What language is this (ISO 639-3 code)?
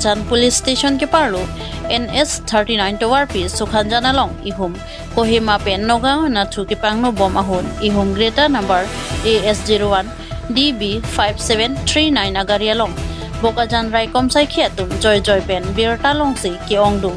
mjw